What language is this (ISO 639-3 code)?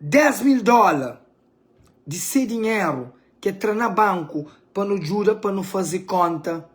kea